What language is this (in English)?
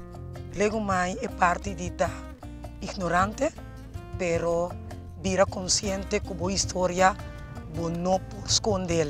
Papiamento